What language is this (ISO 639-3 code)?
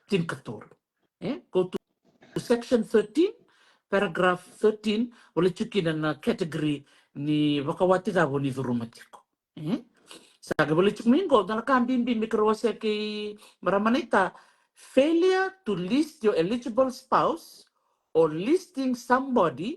fij